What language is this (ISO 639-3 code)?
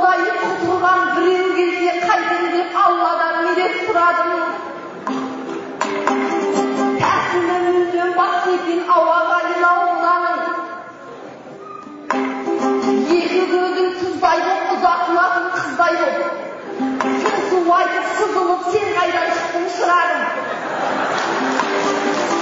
kaz